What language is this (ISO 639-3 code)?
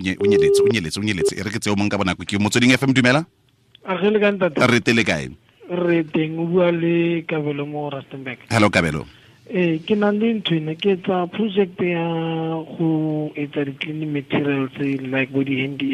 tsn